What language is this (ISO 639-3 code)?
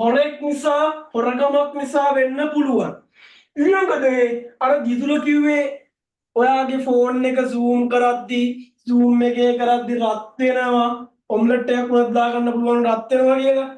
sin